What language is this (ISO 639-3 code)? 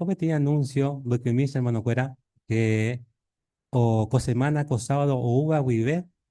grn